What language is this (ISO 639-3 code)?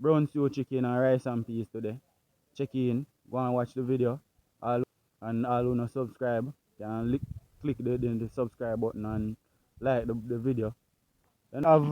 jam